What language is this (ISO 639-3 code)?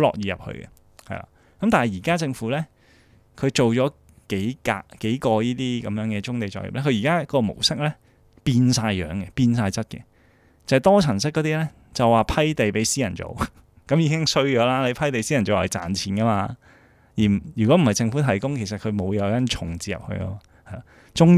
yue